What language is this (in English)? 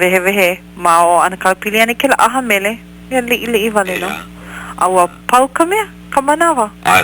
Hawaiian